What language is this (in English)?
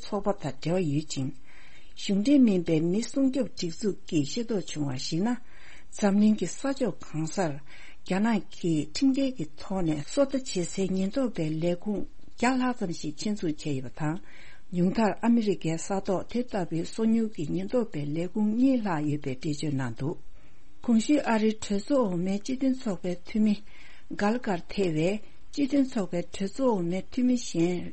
Tibetan